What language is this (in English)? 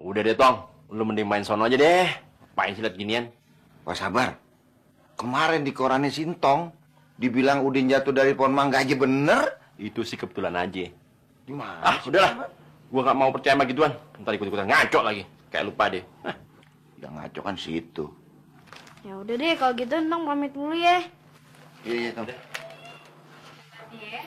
Betawi